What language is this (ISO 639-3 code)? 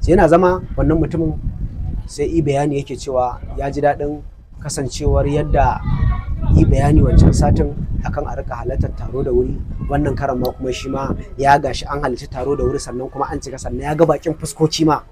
hau